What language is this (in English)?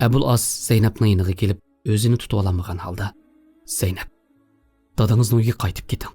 Uyghur